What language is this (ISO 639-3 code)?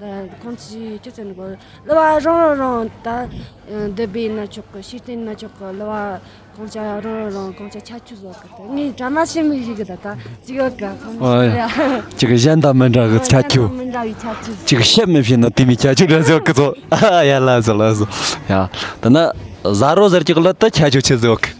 bod